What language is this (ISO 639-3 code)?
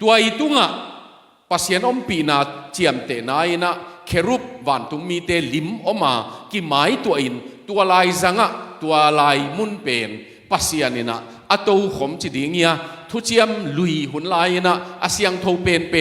ctd